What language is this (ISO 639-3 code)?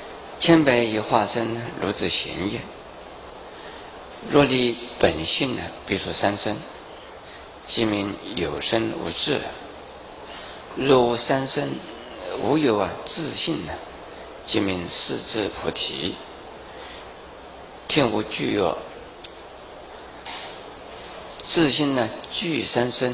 zho